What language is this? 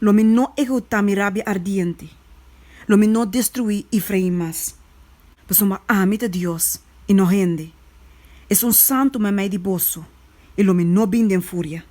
Papiamento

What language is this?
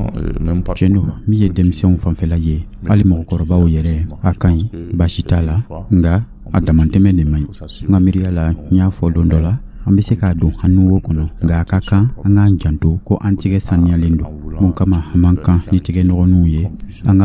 Dyula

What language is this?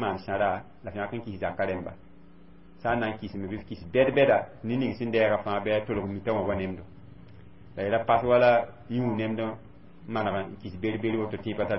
Mossi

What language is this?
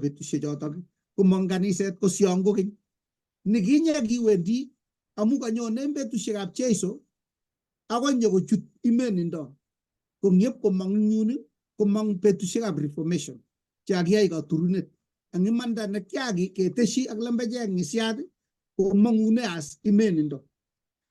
Kalenjin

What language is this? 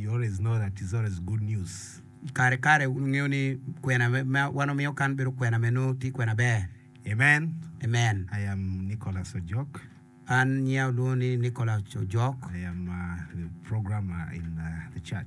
Acoli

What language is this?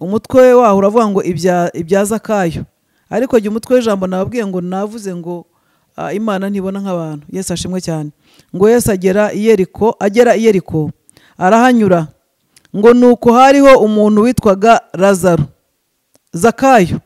Kinyarwanda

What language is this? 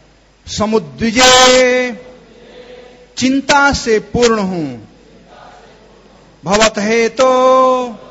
Hindi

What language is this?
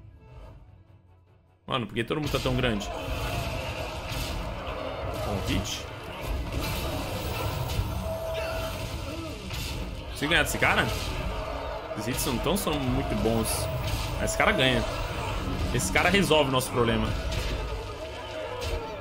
Portuguese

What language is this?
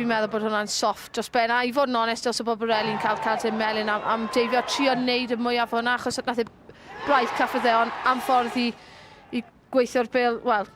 Welsh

